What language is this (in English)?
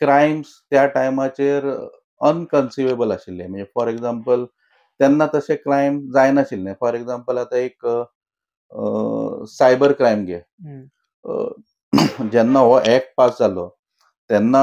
Konkani